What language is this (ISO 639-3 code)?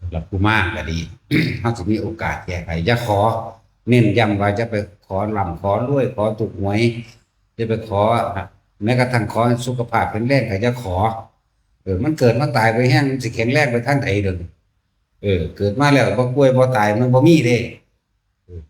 tts